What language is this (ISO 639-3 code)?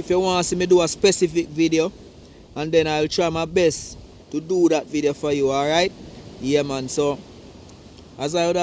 jam